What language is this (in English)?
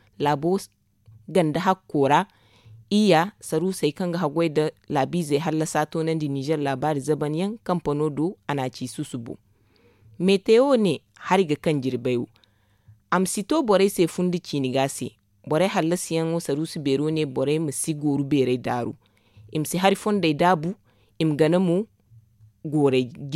Zarma